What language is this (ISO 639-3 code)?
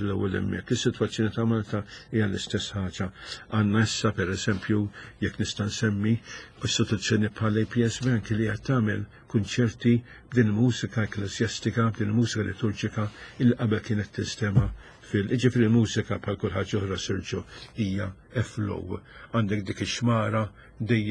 mlt